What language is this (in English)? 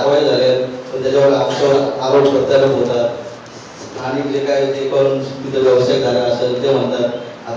Marathi